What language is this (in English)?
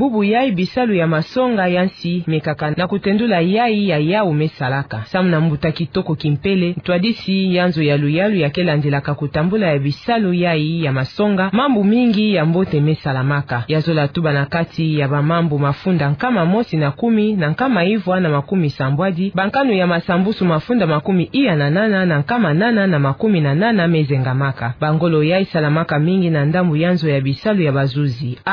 Kituba (Democratic Republic of Congo)